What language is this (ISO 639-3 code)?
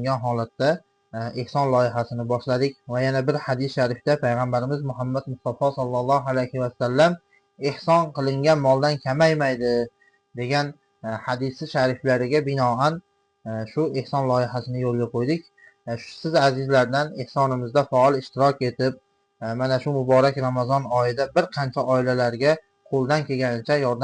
uzb